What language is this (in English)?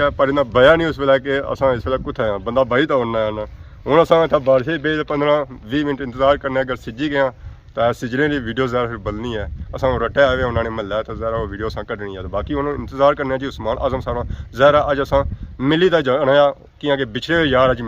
Pahari-Potwari